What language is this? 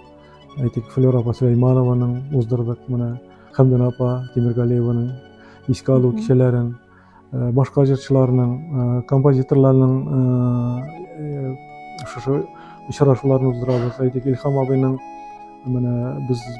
Tatar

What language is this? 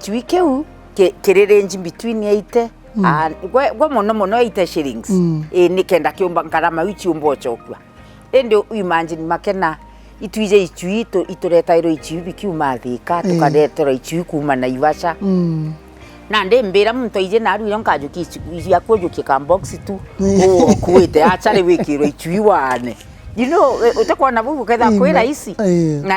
Meru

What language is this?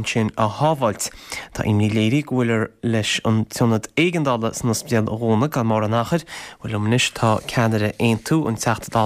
Irish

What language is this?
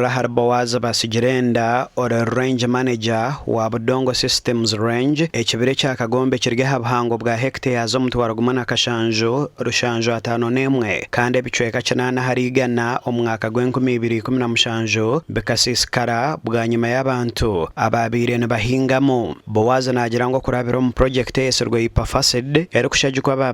Nyankole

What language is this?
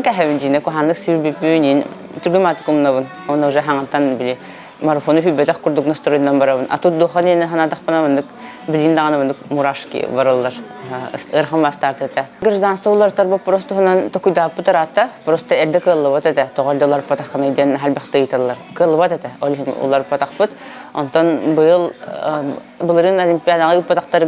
Yakut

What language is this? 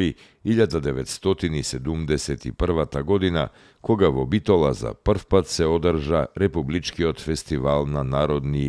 Macedonian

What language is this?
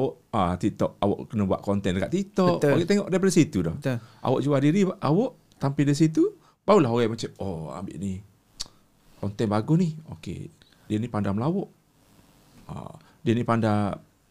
Malay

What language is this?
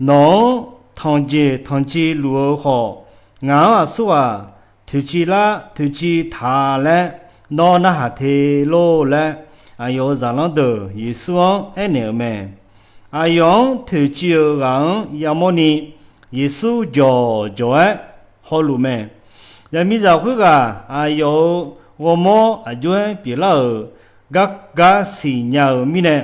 Akha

